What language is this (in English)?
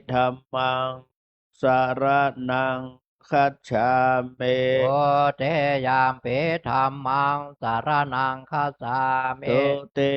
Pali